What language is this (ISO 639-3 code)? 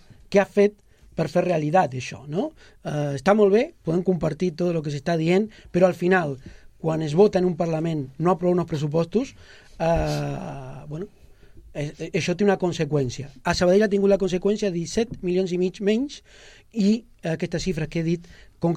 cat